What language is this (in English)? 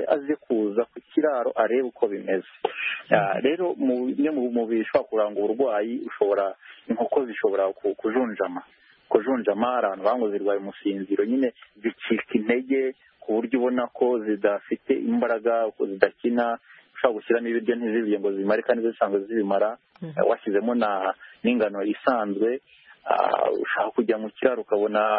Kinyarwanda